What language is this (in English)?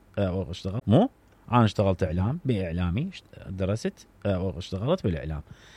Mesopotamian Arabic